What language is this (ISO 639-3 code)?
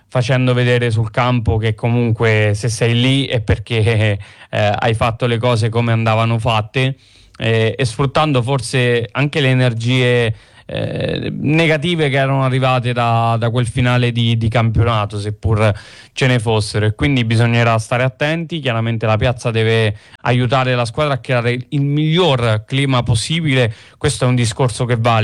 ita